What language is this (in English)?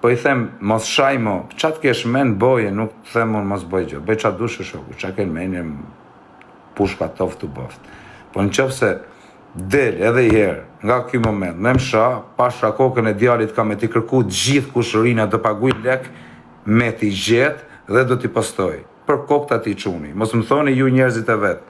Albanian